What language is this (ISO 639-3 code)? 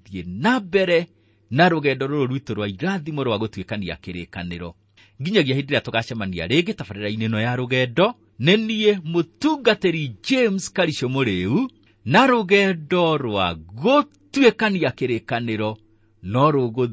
kik